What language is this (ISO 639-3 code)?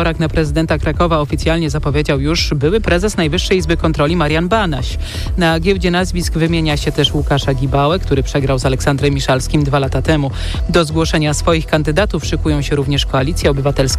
pol